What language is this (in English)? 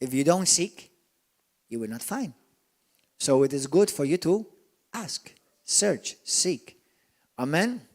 English